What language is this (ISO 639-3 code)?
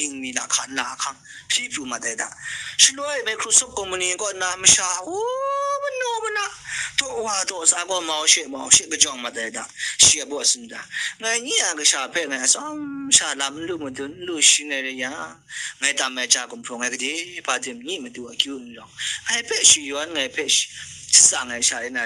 kac